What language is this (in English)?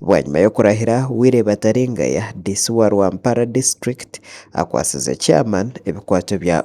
Nyankole